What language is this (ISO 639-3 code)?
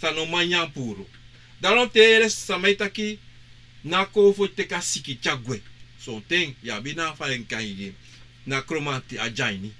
srn